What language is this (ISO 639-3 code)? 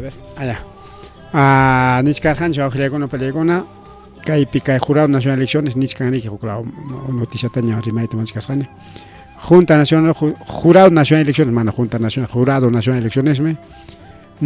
quy